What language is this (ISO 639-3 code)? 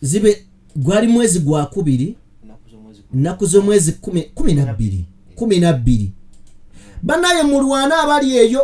lug